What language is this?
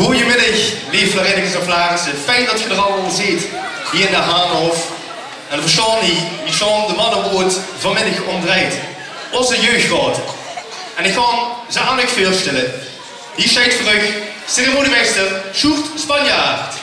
Limburgish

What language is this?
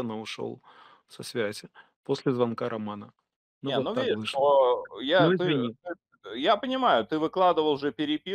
Russian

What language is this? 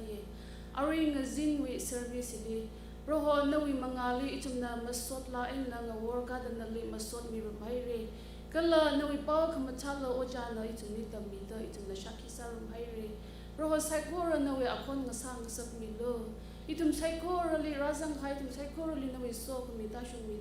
Tangkhul Naga (India)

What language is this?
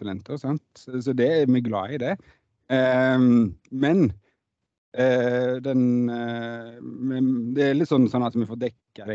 Norwegian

